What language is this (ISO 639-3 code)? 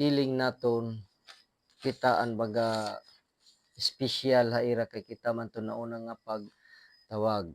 war